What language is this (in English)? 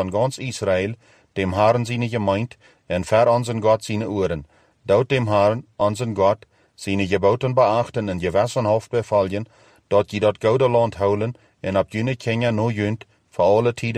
Plautdietsch